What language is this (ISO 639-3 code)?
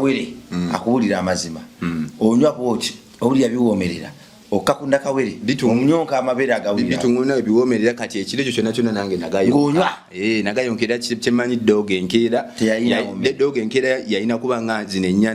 lug